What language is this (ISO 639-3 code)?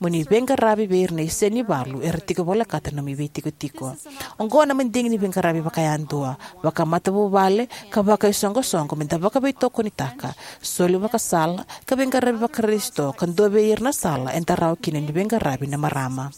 fij